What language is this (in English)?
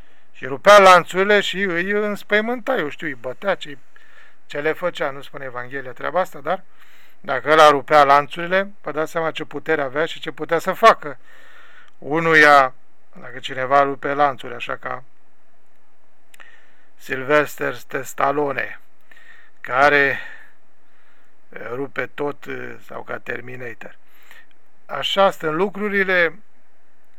Romanian